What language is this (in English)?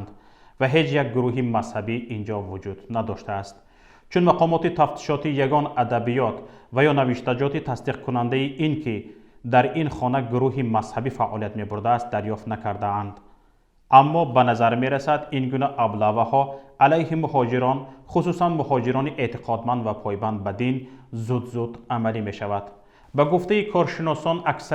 Tajik